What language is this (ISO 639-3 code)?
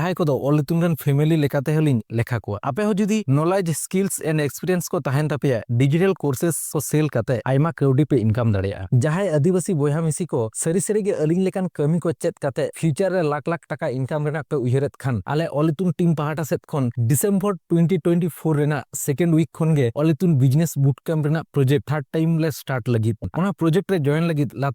sat